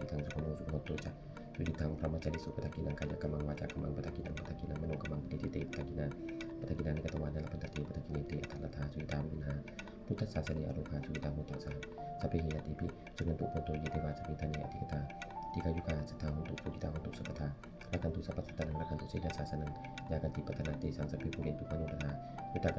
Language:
Pali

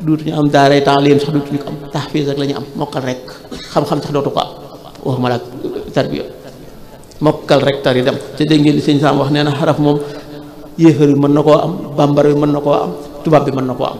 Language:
Wolof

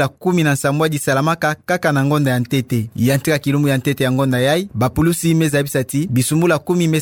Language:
Kituba (Democratic Republic of Congo)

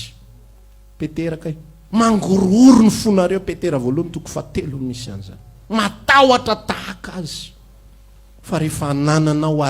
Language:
Malagasy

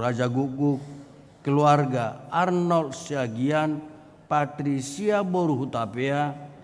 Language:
Batak Toba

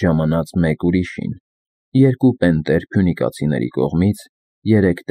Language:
Armenian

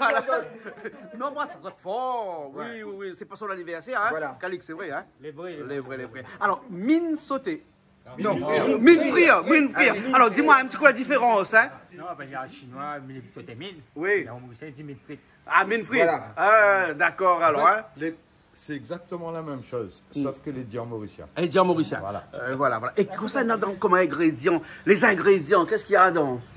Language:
Réunion Creole French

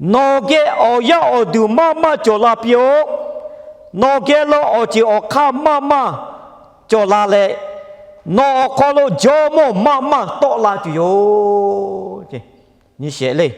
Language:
Lahu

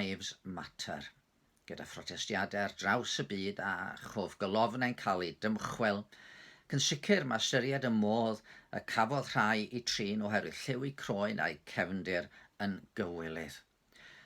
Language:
Welsh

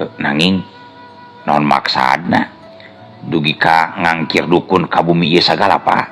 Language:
Sundanese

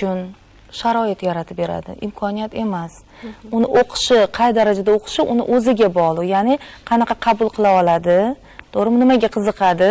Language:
Uzbek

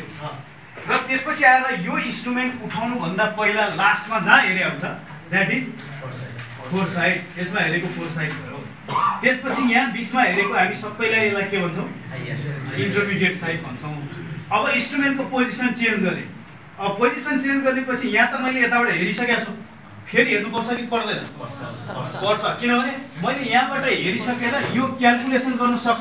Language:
Nepali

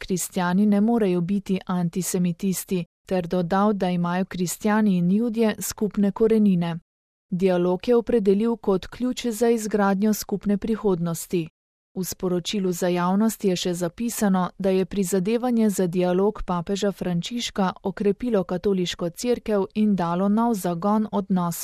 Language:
Slovenian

